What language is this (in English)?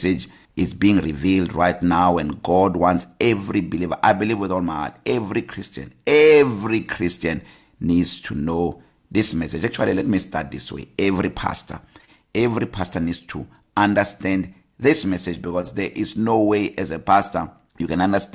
English